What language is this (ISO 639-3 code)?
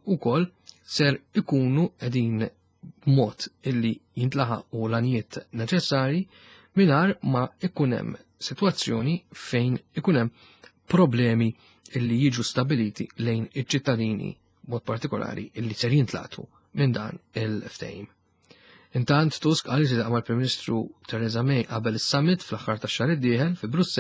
mlt